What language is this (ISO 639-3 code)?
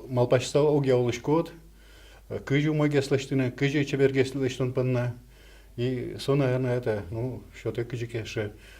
udm